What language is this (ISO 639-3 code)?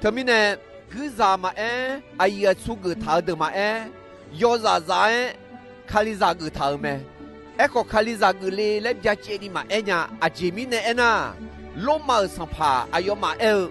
ahk